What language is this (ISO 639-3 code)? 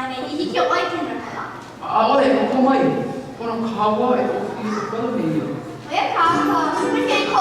haw